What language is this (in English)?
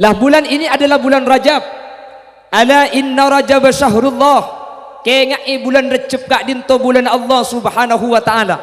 Madurese